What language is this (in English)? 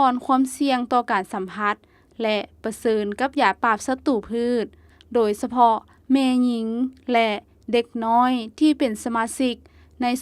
Lao